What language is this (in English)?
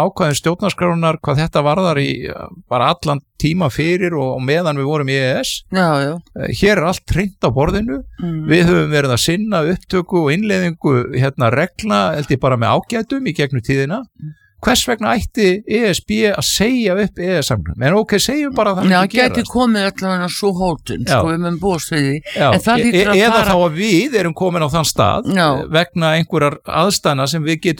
Icelandic